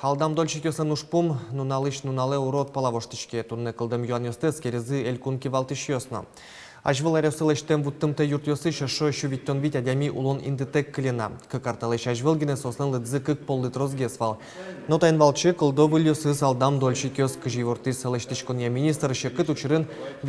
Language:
Udmurt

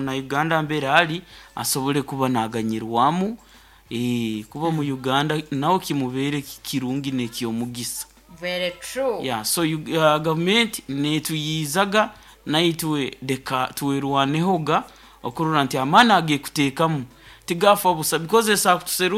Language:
Nyoro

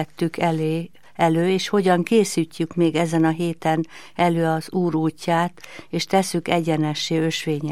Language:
Hungarian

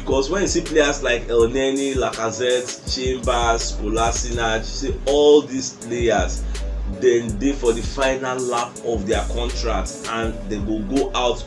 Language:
Nigerian Pidgin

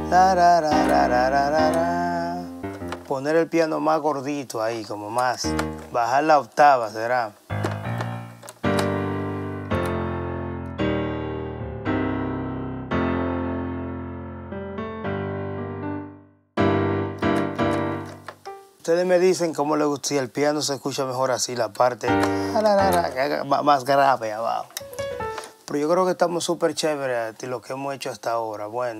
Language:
Spanish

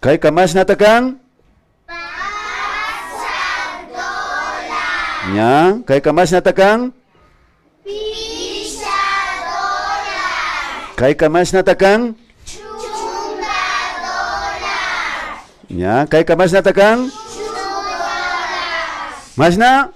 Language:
Imbabura Highland Quichua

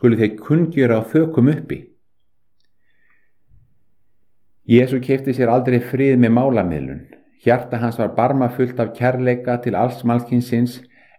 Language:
Icelandic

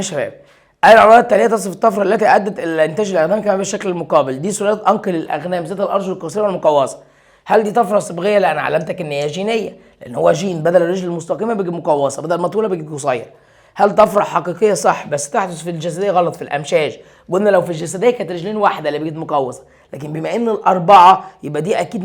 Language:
Egyptian Arabic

